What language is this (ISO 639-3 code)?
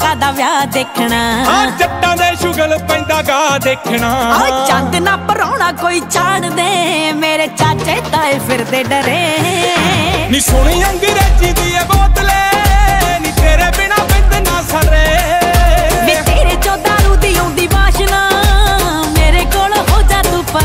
pan